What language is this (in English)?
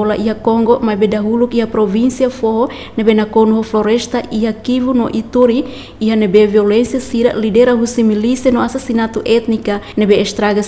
Tetum